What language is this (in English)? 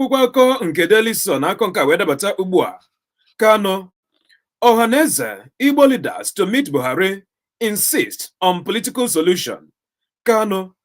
Igbo